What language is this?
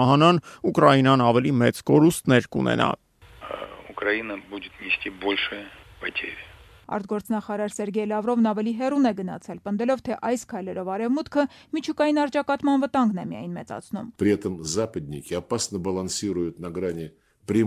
Armenian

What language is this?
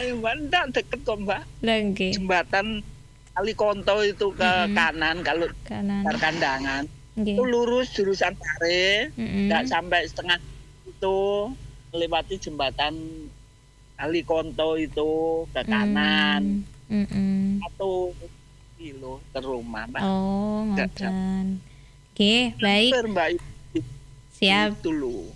Indonesian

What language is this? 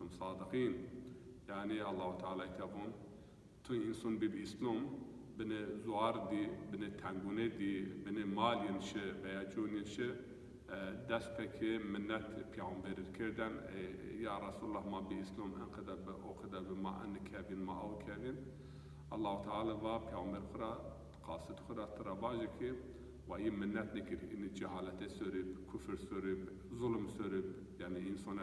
Zaza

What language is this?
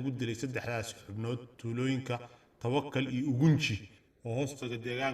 Somali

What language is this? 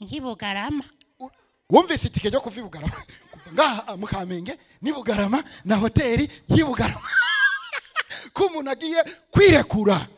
Rundi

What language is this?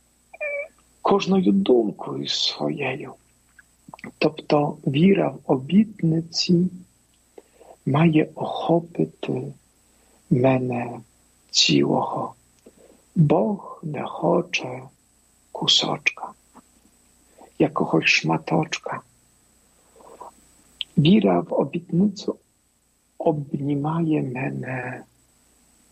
Ukrainian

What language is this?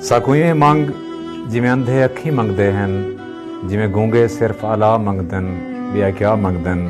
Saraiki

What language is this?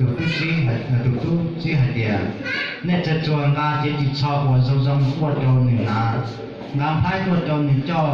Hmong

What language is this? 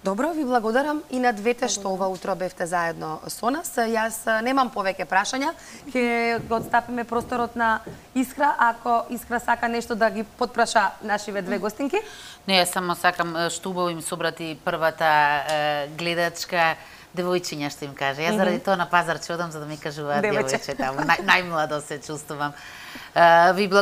Macedonian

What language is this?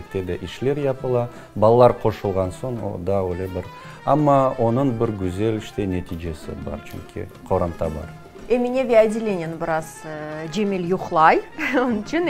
Crimean Tatar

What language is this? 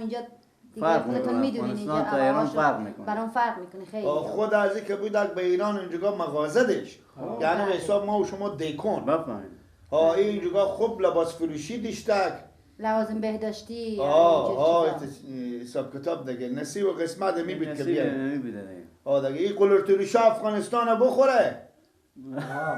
Persian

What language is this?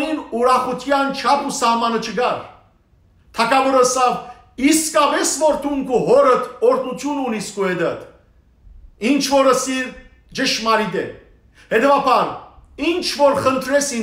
Western Armenian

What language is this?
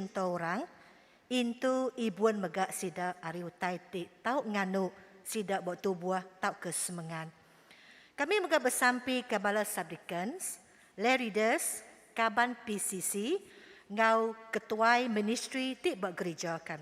Iban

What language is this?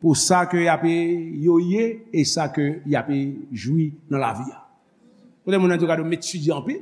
Haitian Creole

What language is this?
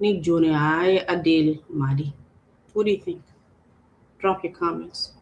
Acoli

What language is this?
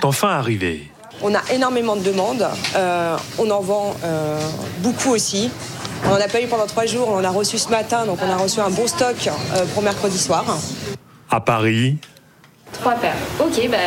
French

